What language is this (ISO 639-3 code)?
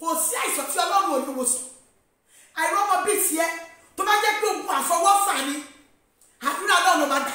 yor